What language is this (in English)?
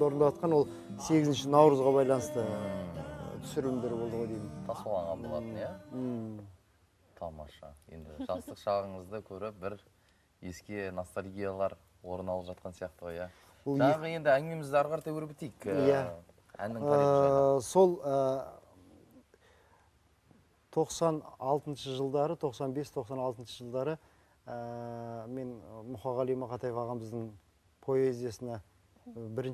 Kazakh